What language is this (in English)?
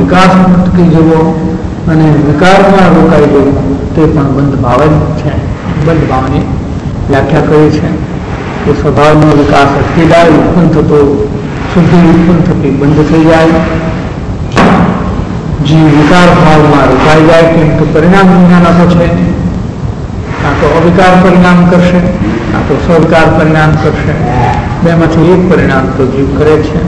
Gujarati